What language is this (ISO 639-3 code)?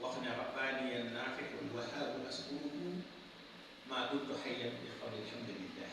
wol